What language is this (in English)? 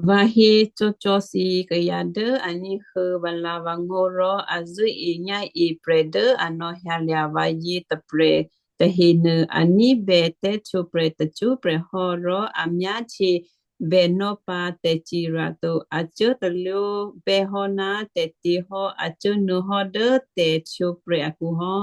Western Kayah